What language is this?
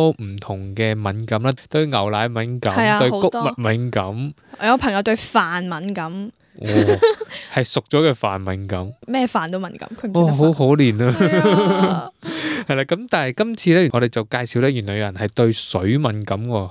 Cantonese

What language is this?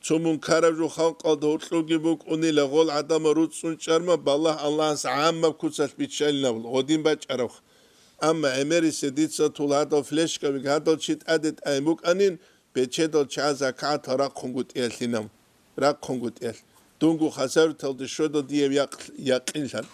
Avaric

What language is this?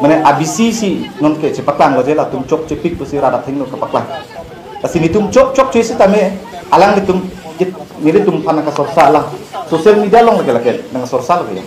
Karbi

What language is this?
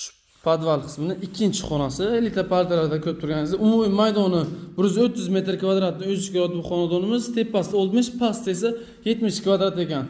Uzbek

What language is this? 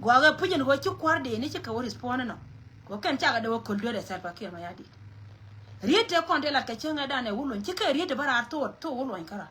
Nuer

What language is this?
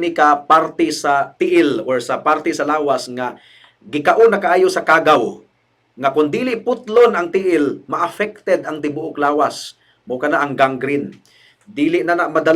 Cebuano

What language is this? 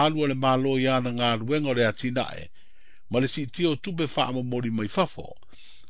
Samoan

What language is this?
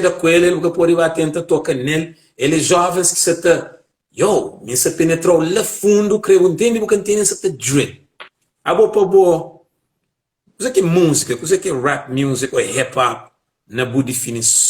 Kabuverdianu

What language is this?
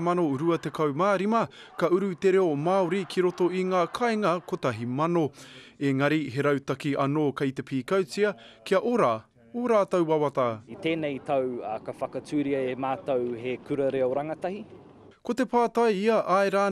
Māori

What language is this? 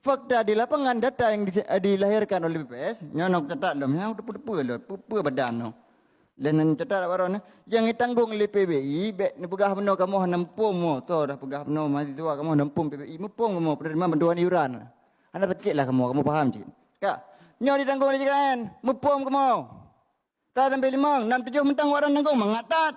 Achinese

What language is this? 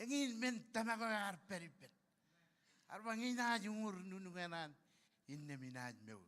Marshallese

